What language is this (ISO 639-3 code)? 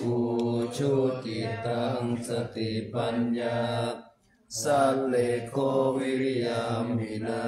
pli